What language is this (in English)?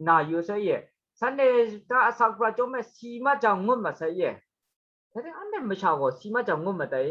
Kachin